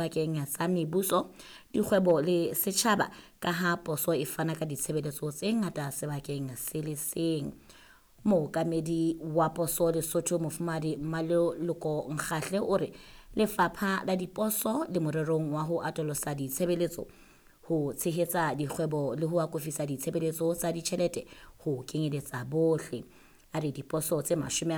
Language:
Southern Sotho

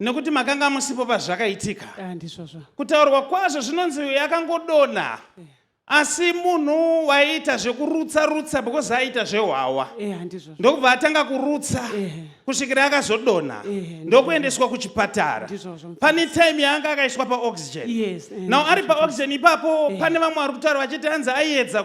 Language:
Shona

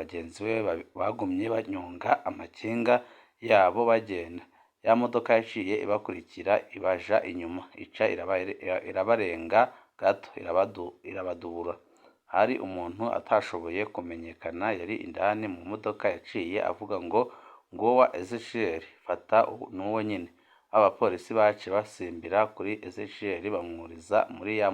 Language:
Rundi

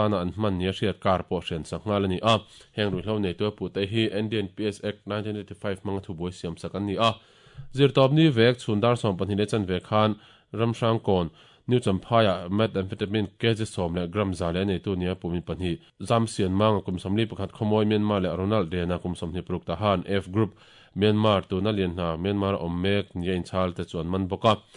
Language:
Mizo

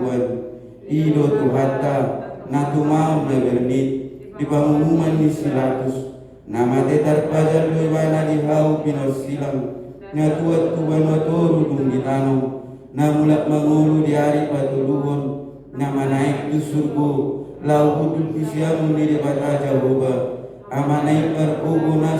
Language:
Batak Toba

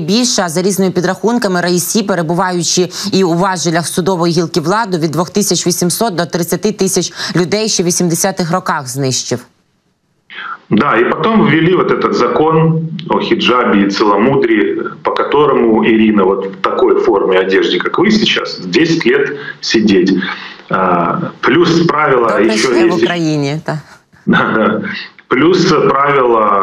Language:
Ukrainian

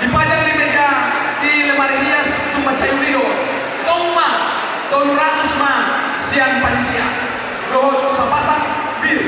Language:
Batak Toba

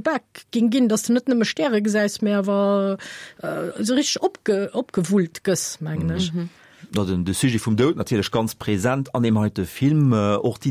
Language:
Luxembourgish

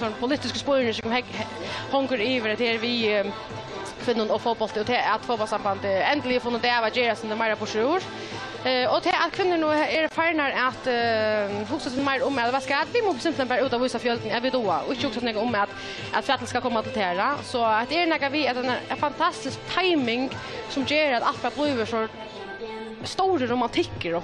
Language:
Faroese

